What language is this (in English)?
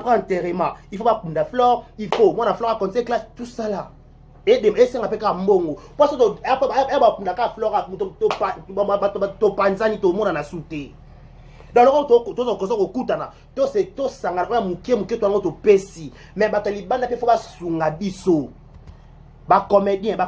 Lingala